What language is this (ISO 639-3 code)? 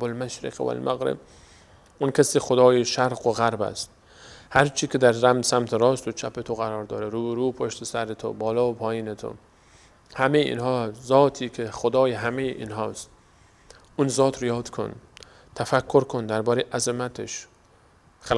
fas